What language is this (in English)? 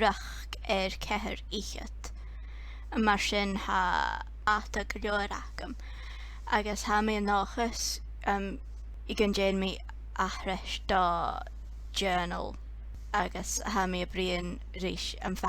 Scottish Gaelic